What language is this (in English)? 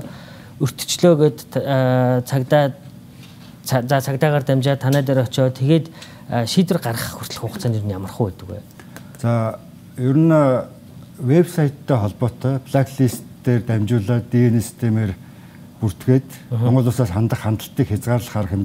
Mongolian